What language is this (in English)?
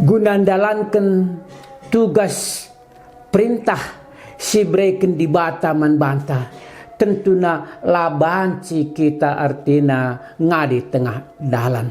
Batak Karo